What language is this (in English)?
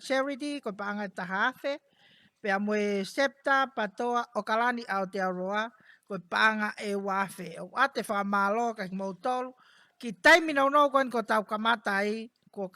Tongan